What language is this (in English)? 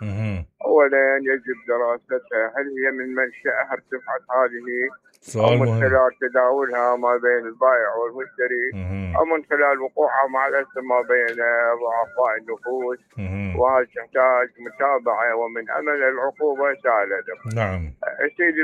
Mesopotamian Arabic